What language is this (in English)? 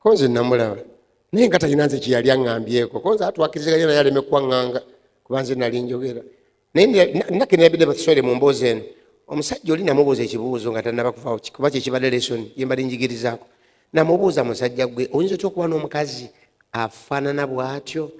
Ganda